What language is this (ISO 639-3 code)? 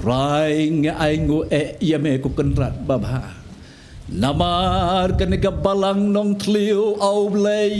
kha